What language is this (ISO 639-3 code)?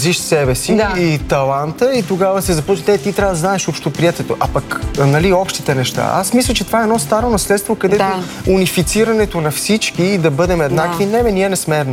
bul